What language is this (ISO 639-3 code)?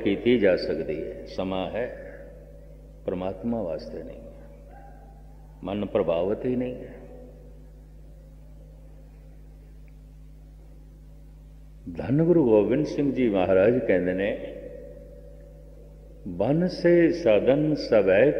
pan